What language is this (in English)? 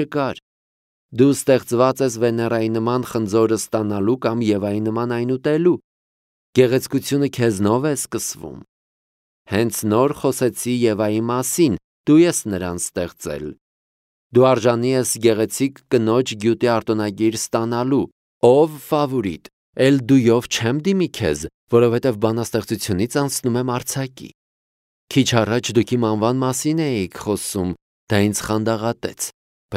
Armenian